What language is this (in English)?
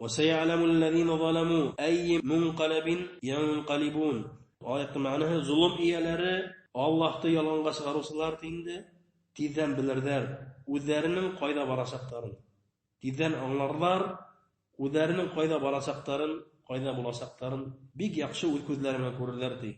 Bashkir